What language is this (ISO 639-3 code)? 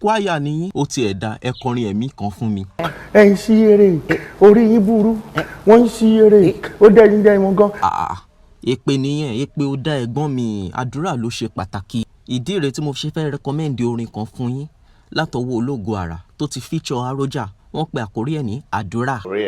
yor